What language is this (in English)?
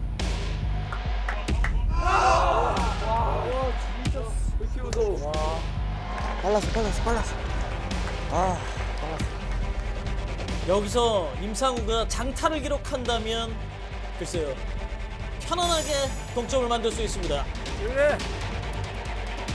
Korean